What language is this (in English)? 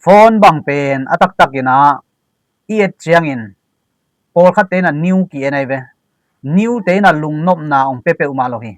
Tedim Chin